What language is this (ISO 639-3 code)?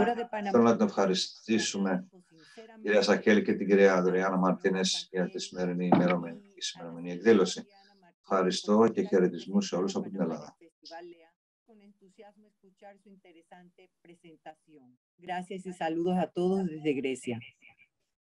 ell